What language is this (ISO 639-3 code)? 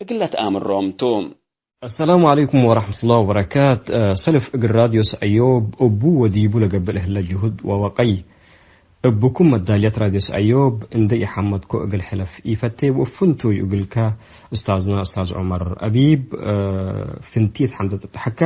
tig